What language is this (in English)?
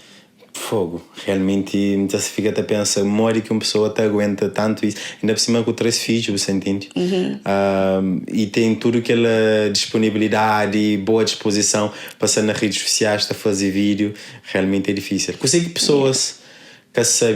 Kabuverdianu